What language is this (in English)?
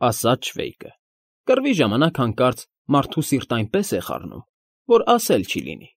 Armenian